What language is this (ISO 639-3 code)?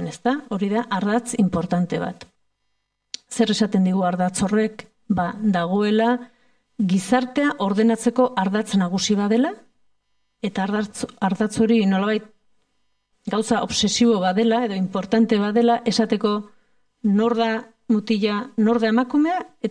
eus